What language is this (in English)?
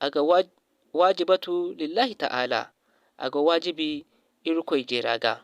Zarma